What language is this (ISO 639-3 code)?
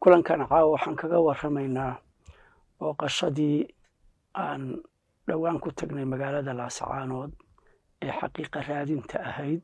som